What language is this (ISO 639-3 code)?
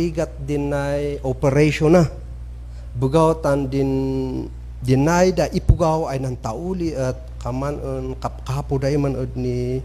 kne